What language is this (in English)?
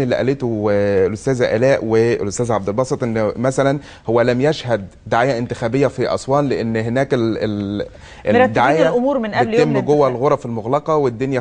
Egyptian Arabic